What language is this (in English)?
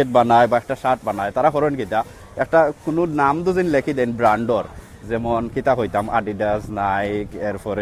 Sylheti